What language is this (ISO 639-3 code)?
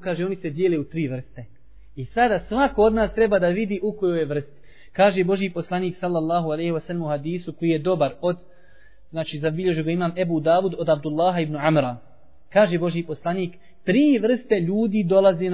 bos